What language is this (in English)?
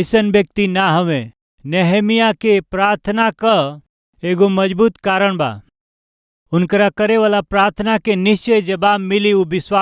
Bhojpuri